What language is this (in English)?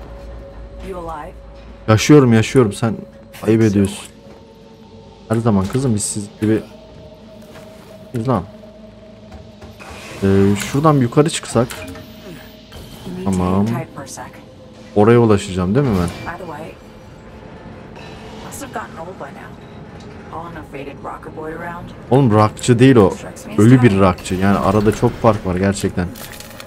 Turkish